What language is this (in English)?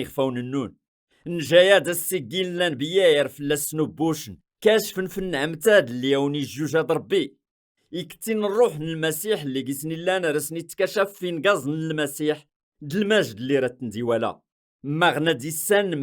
Kabyle